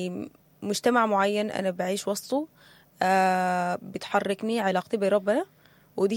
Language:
Sudanese Arabic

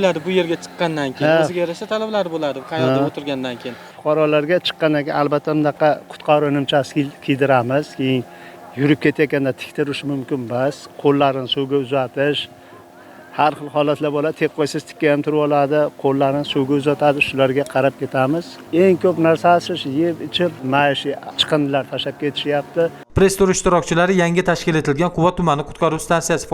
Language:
Uzbek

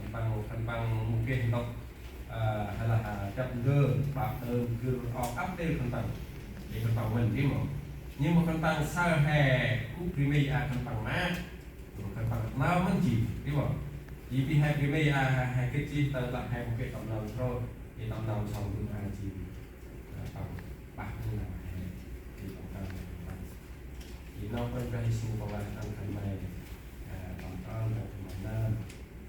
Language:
Central Mnong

